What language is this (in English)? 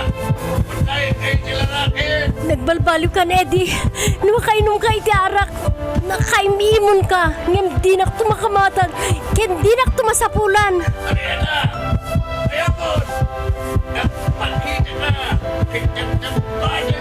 Iloko